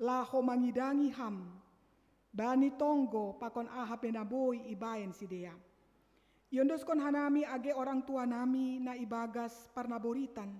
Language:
Batak Simalungun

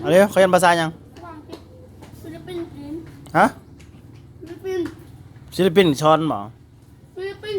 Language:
Lao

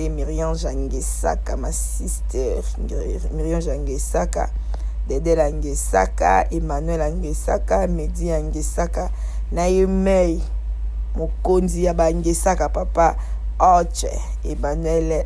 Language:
Lingala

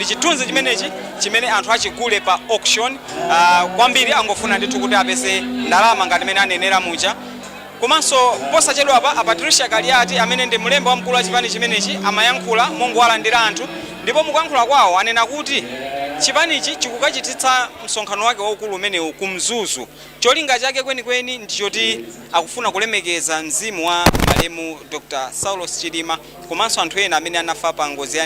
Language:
Nyanja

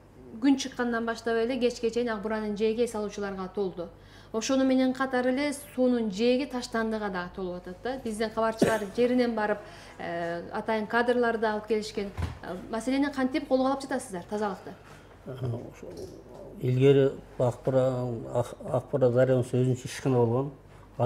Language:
Kyrgyz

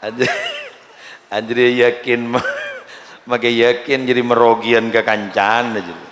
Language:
Madurese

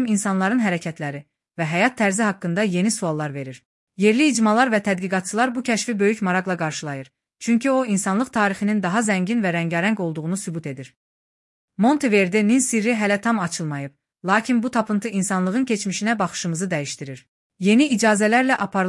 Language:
Azerbaijani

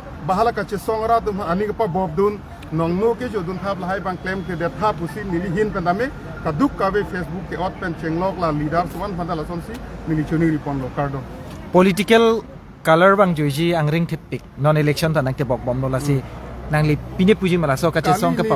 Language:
Karbi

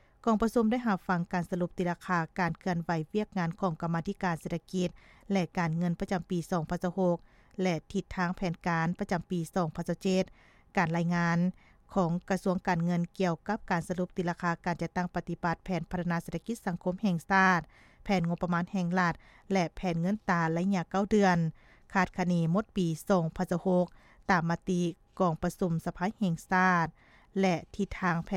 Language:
Lao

